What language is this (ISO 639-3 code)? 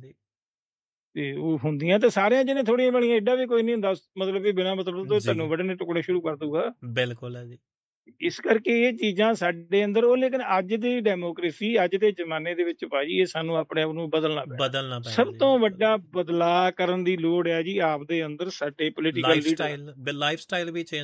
pan